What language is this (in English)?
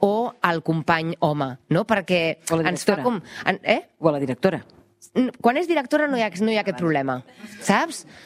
Catalan